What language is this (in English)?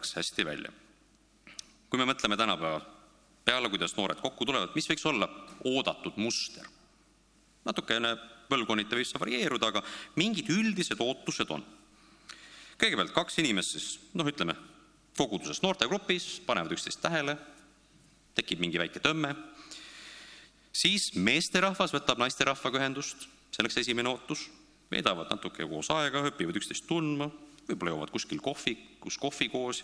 Estonian